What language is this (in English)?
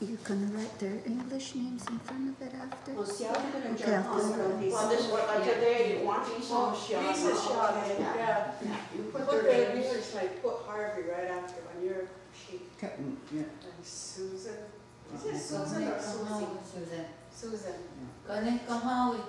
Mohawk